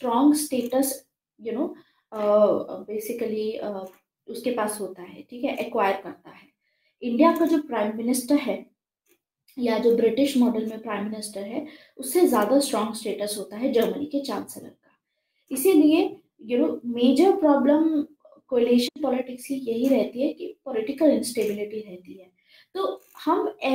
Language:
Hindi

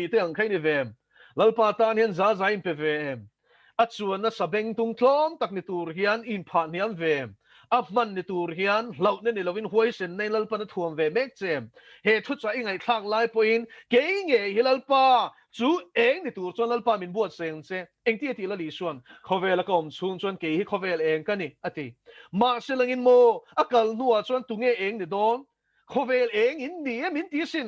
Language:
Mizo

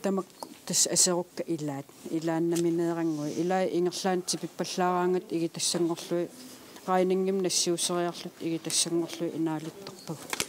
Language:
Kalaallisut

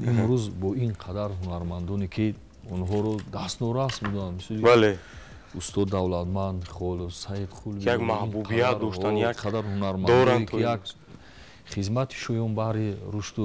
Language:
Tajik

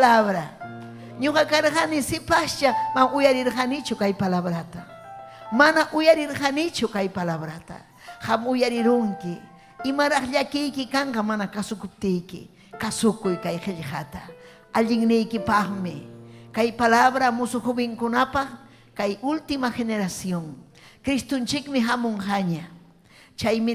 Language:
Ayacucho Quechua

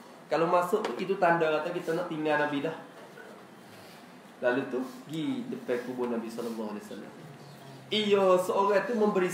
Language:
Malay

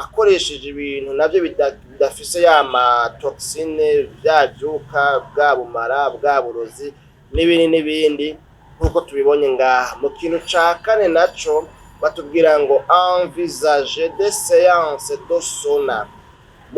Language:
Rundi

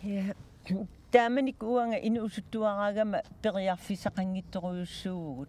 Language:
Kalaallisut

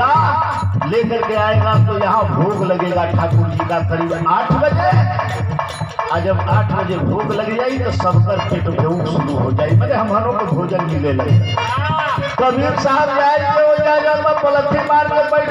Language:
Bhojpuri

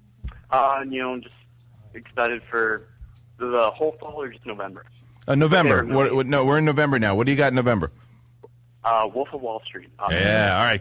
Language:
English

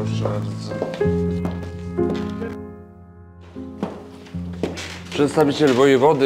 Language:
Polish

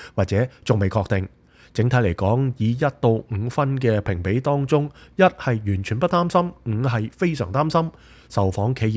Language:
Cantonese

